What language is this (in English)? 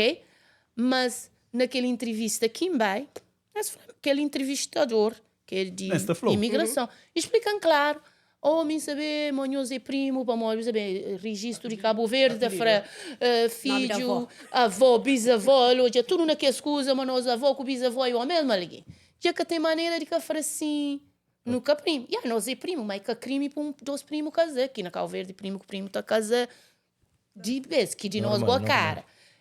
Kabuverdianu